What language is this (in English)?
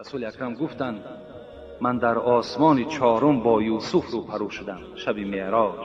Tajik